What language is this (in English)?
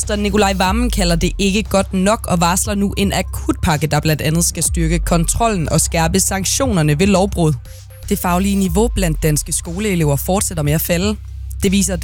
Danish